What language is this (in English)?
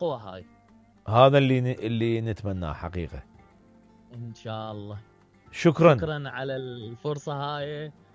Mesopotamian Arabic